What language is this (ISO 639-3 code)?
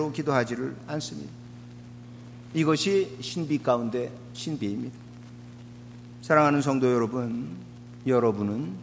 kor